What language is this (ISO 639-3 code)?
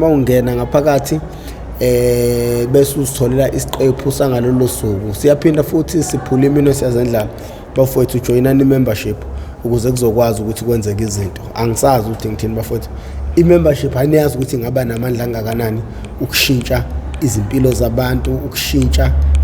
zul